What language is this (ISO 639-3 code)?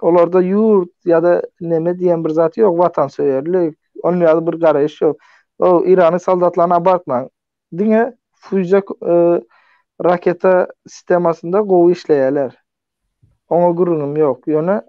tuk